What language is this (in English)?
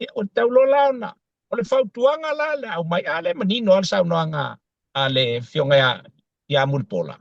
Samoan